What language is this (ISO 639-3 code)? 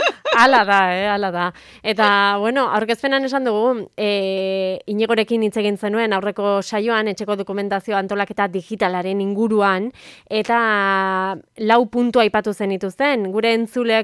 eus